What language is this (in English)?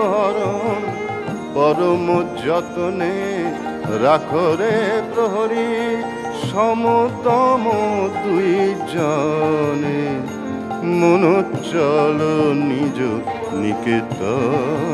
Bangla